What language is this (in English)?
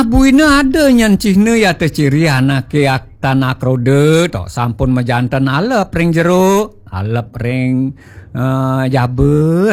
Balinese